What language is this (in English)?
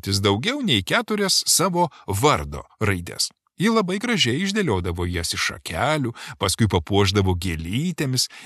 Lithuanian